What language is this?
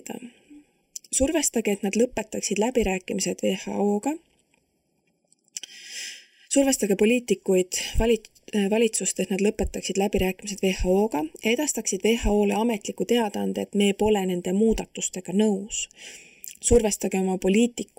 Estonian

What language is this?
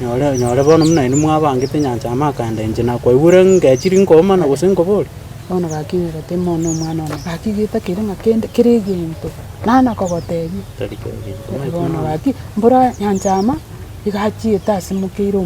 Gusii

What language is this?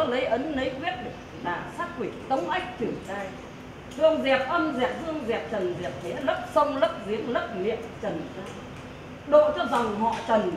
Vietnamese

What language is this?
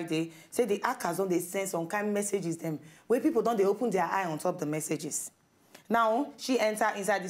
Nigerian Pidgin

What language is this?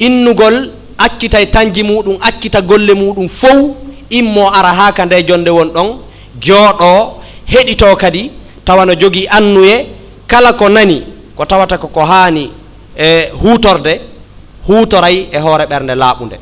Fula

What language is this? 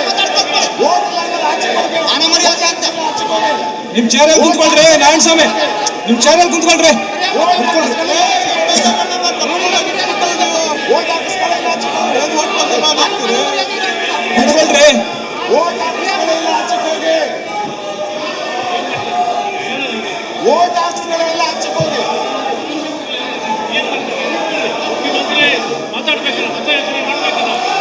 Kannada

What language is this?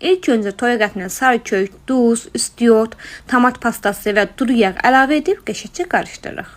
Azerbaijani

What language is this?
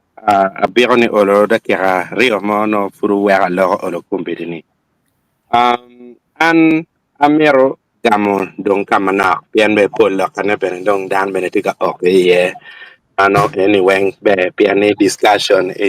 Acoli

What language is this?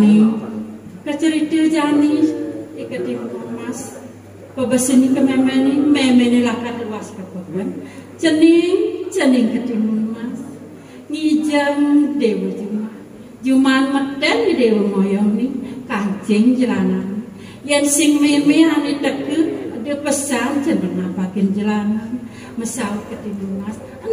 Balinese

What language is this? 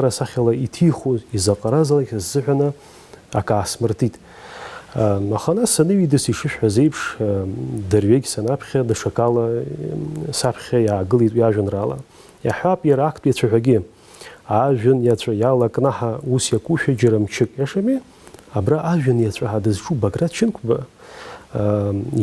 Abkhazian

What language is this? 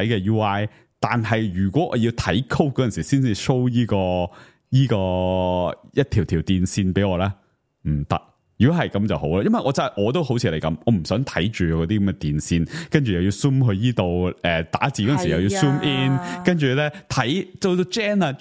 Cantonese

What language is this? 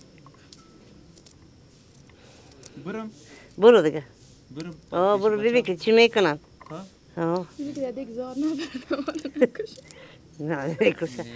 Persian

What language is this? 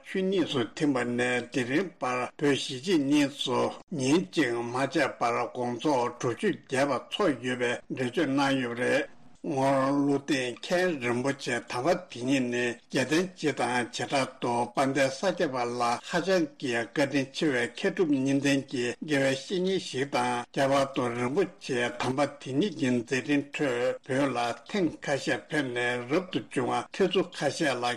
Tibetan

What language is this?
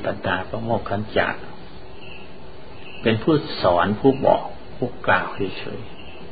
Thai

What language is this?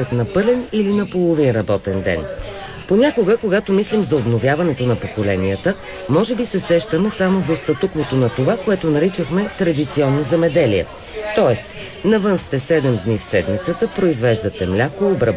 Bulgarian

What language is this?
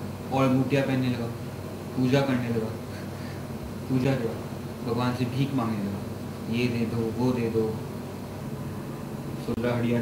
Hindi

